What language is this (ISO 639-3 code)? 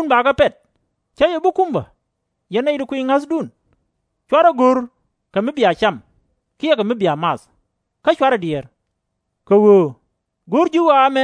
nus